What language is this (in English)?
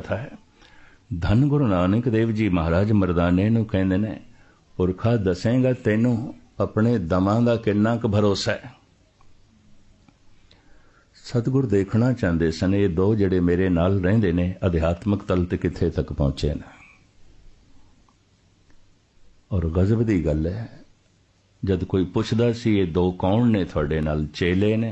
Punjabi